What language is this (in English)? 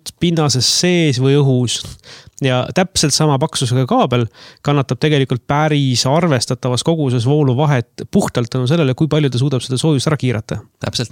Estonian